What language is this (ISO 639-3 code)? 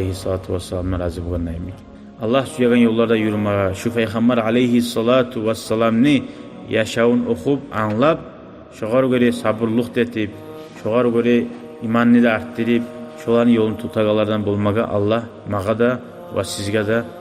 kum